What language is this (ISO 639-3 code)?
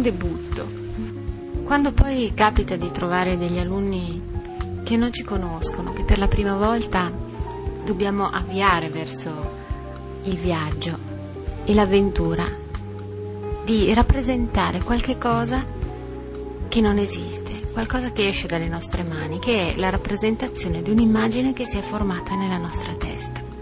ita